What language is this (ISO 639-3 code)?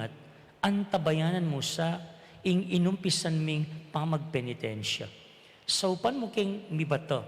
pam